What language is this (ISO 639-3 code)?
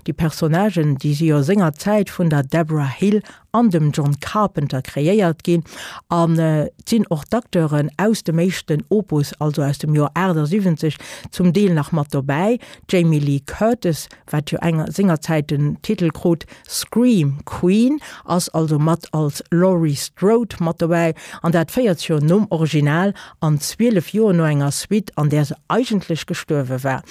ltz